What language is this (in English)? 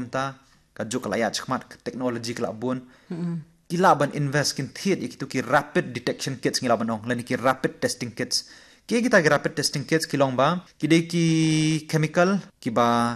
Khasi